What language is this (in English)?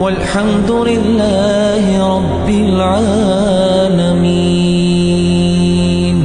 Ingush